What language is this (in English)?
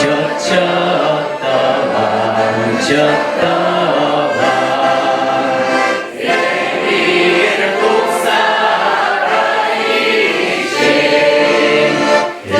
Chuvash